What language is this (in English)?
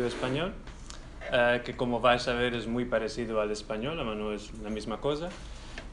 Ladino